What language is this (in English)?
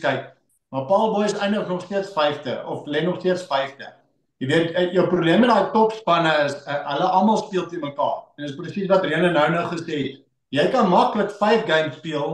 Afrikaans